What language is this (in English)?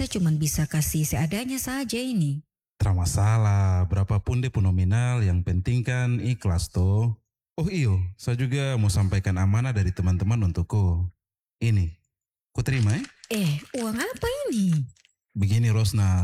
Indonesian